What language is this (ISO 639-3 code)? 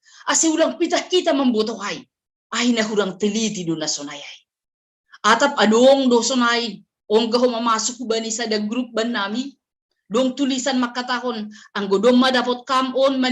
bts